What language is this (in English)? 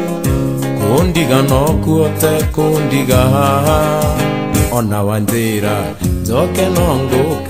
Kikuyu